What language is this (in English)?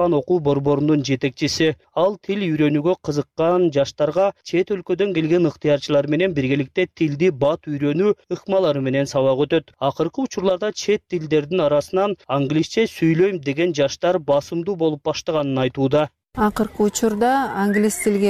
Kyrgyz